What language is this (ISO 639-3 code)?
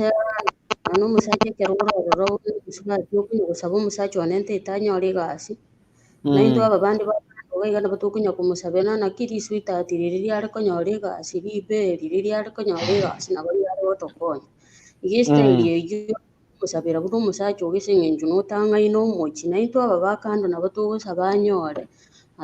guz